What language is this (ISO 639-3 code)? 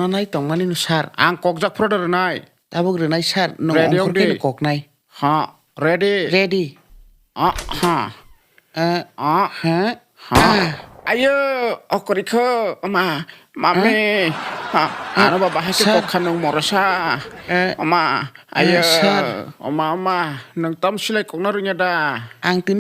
trp